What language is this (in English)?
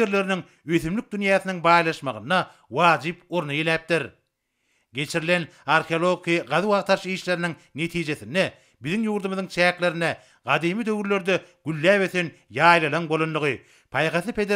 Turkmen